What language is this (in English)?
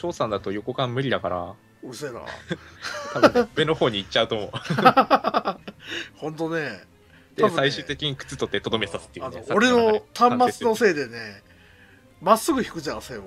Japanese